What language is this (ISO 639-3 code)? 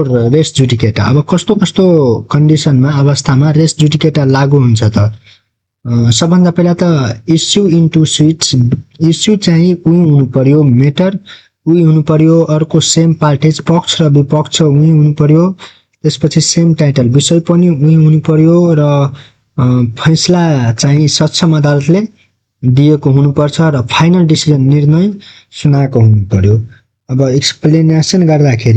nep